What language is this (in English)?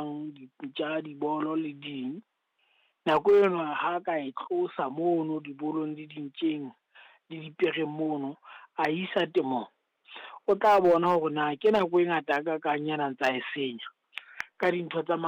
Southern Sotho